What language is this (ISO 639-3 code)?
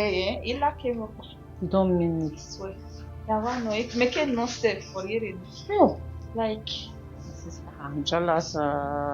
bin